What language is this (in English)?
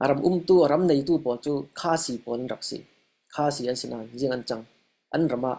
Falam Chin